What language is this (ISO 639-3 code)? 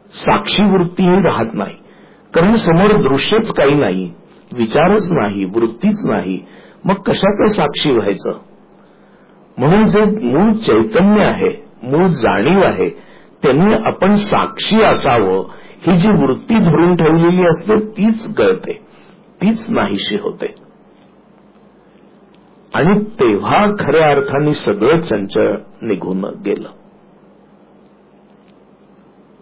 mar